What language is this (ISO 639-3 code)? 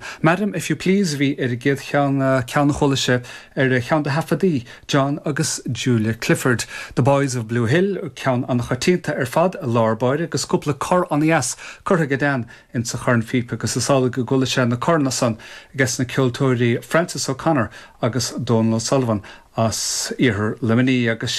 gle